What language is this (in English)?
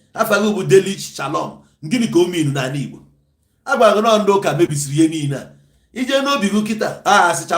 Igbo